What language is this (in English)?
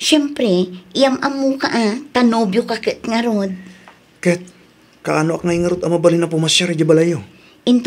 Iloko